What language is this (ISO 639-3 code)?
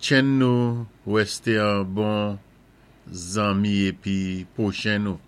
acf